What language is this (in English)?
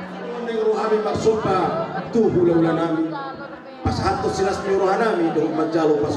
Batak Toba